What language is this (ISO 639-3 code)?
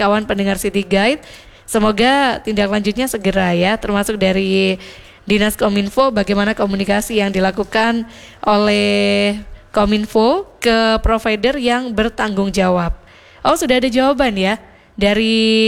ind